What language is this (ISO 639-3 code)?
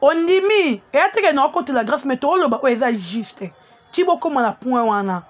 lin